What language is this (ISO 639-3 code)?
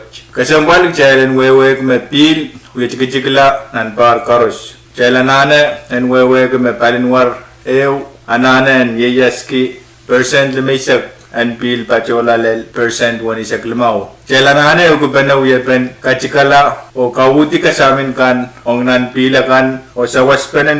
pon